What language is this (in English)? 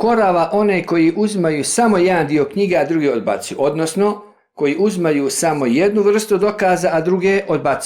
Bosnian